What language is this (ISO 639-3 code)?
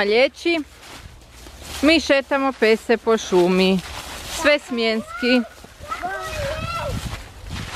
hrv